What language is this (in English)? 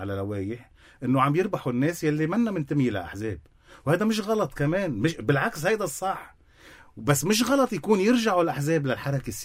North Levantine Arabic